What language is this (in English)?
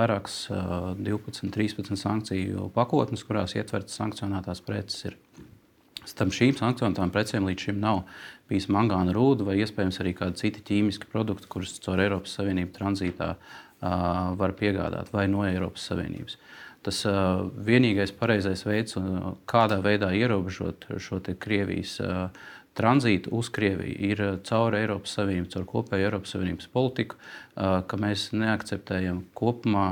Latvian